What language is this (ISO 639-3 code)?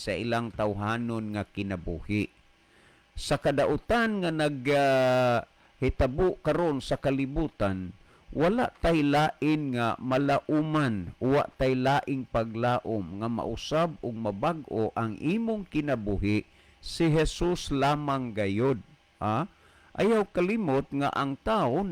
ceb